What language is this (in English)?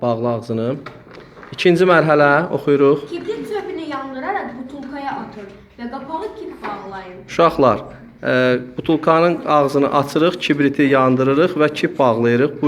Azerbaijani